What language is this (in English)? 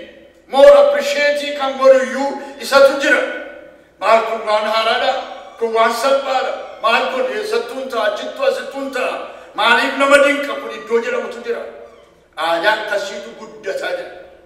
Oromo